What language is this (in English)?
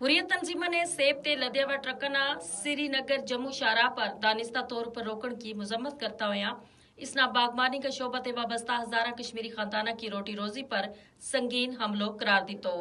Gujari